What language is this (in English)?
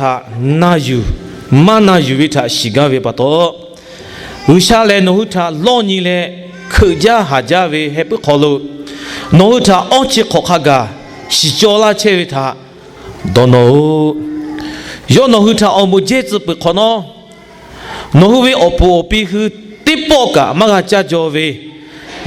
Lahu